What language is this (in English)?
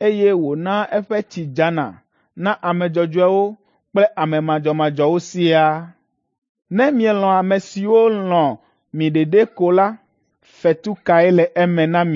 Ewe